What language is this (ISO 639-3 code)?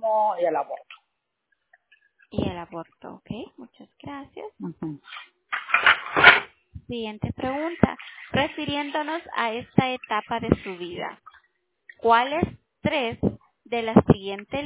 spa